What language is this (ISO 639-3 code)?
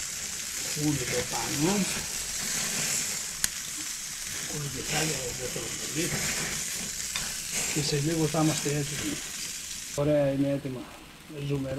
ell